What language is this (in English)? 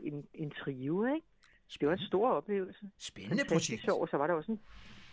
Danish